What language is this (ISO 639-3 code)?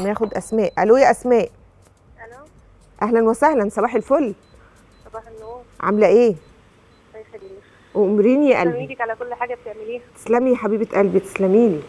arz